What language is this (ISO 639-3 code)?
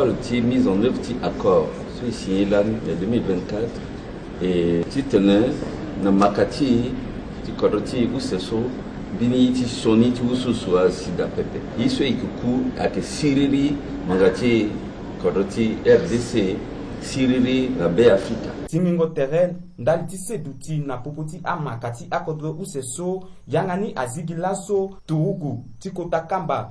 sag